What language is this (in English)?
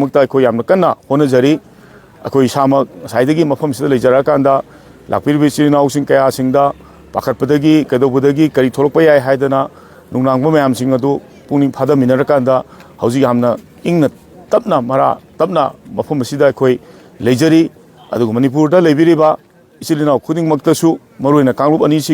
Manipuri